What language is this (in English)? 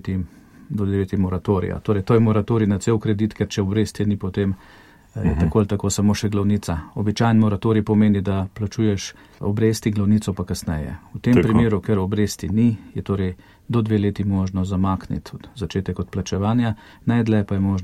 Slovenian